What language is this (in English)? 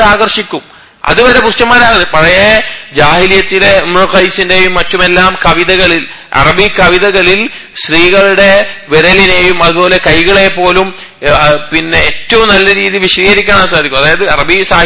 Malayalam